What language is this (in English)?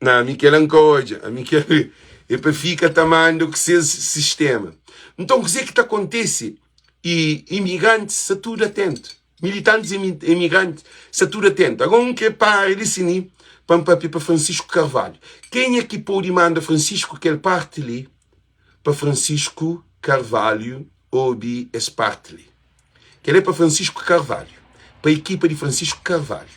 Kabuverdianu